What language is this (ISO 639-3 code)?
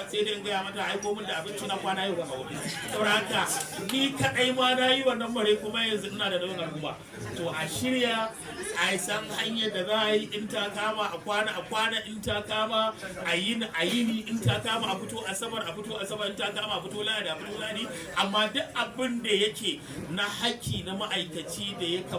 hau